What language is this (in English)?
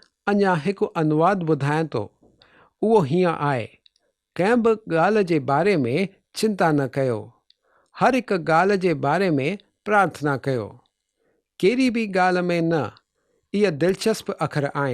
Sindhi